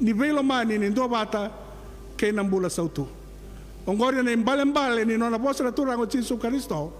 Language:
Fijian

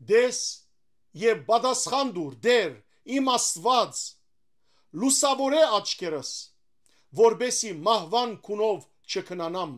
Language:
Western Armenian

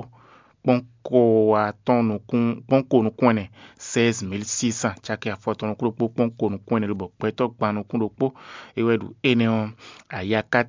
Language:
Fon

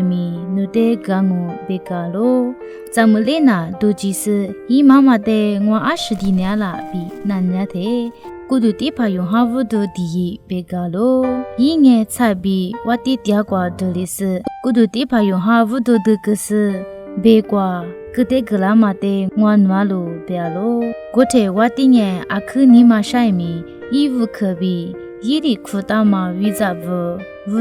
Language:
Lisu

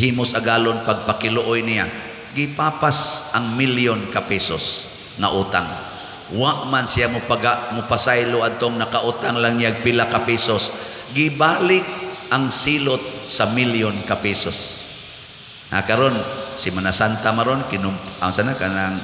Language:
Cebuano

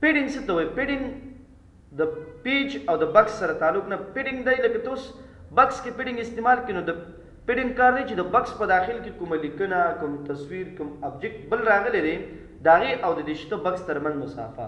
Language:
Pashto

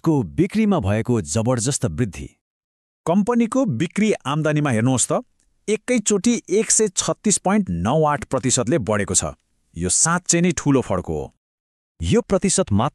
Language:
Nepali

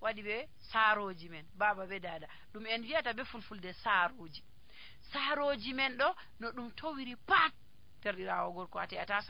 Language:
Nigerian Fulfulde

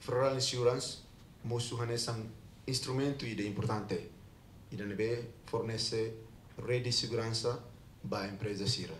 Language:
Tetum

